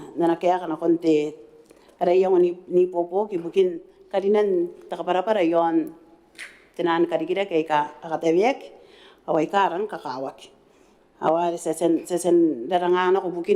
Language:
Gilbertese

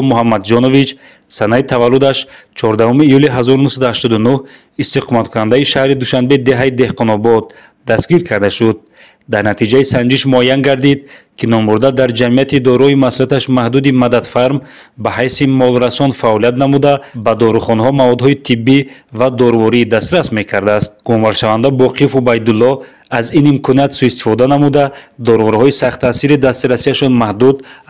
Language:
Tajik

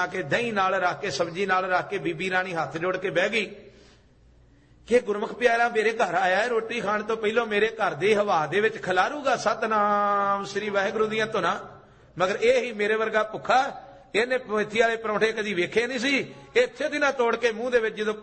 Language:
Punjabi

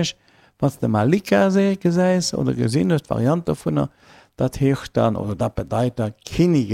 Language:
Luxembourgish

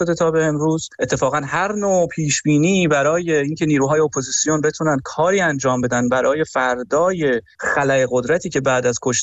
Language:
Persian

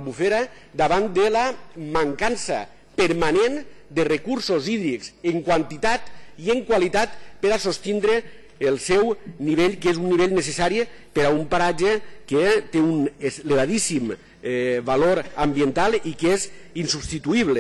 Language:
Catalan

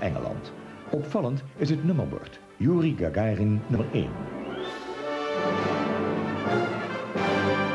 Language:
Dutch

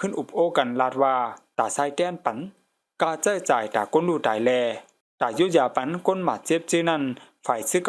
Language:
Shan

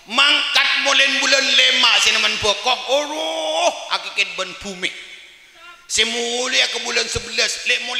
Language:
Madurese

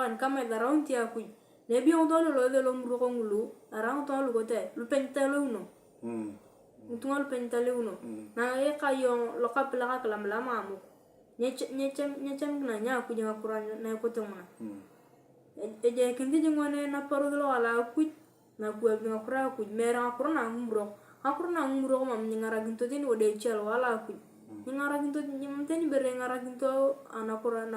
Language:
Turkana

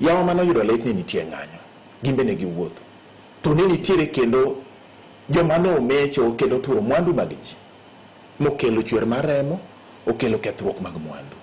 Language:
Luo (Kenya and Tanzania)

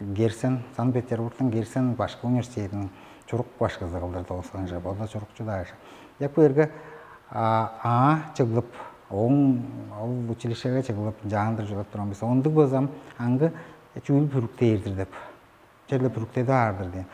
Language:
Tuvinian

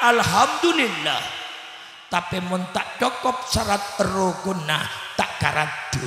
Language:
Madurese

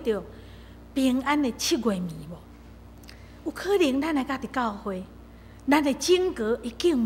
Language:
Min Nan Chinese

